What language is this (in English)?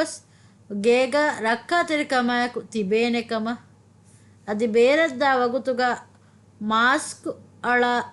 Divehi